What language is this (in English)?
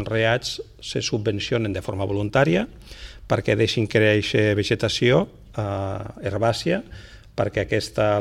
Catalan